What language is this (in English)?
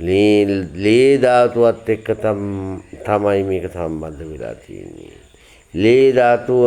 Sinhala